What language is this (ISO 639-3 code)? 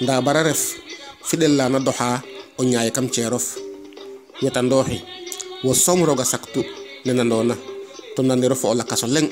srr